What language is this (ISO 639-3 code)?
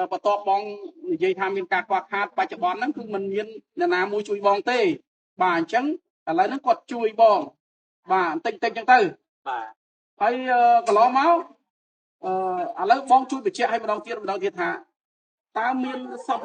khm